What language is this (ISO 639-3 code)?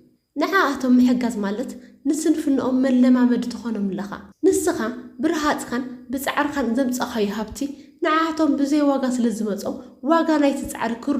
tir